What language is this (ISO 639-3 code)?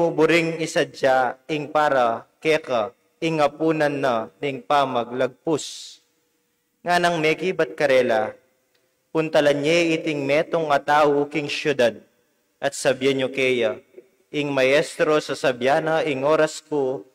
pam